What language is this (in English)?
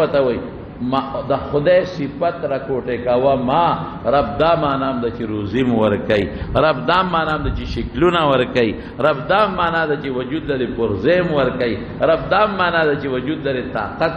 Pashto